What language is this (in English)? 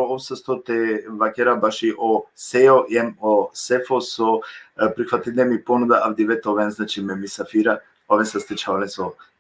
Balkan Romani